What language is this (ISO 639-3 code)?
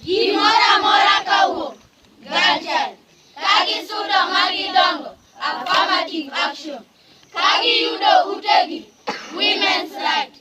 luo